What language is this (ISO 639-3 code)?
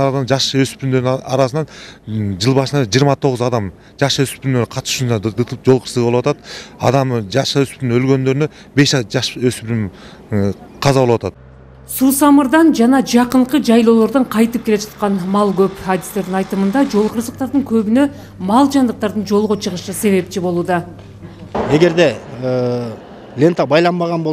kir